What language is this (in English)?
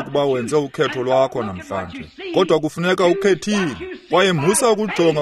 Xhosa